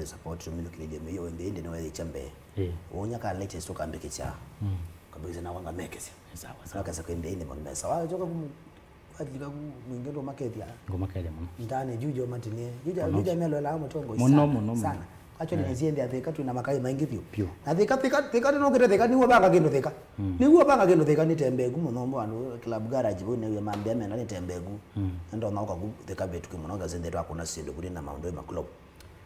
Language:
Kamba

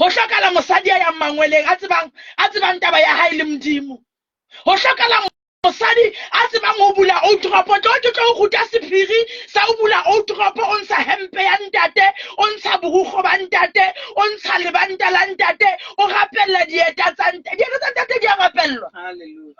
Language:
Southern Sotho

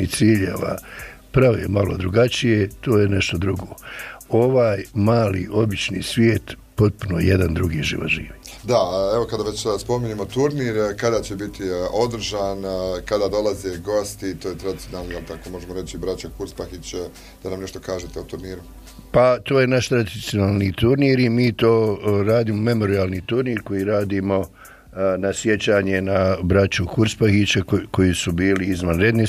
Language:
Bosnian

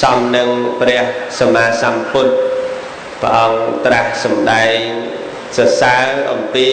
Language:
Khmer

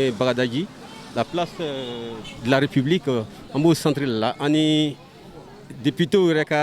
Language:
Bambara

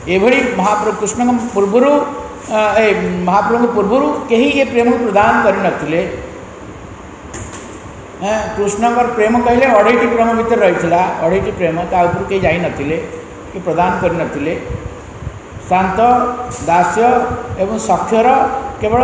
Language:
Odia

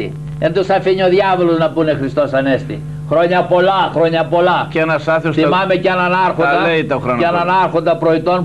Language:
Greek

